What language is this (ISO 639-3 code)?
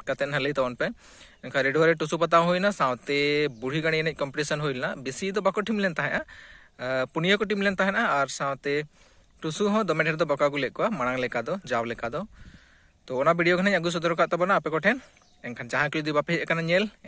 sat